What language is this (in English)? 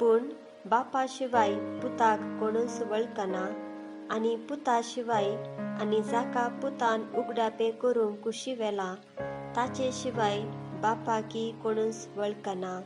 Konkani